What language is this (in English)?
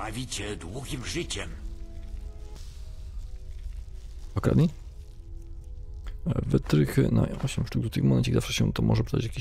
Polish